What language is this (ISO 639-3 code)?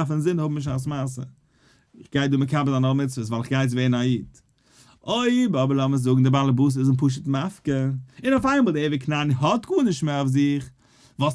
yid